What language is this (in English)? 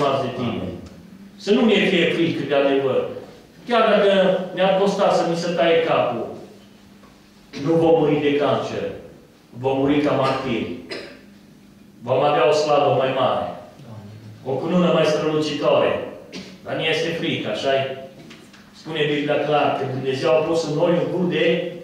Romanian